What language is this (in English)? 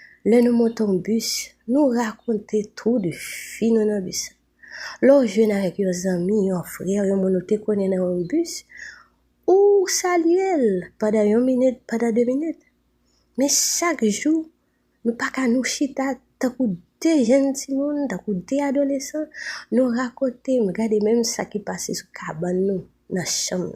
Haitian Creole